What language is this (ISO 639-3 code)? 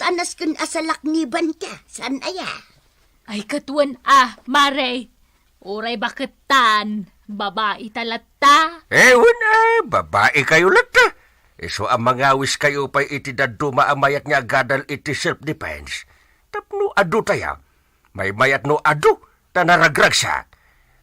ilo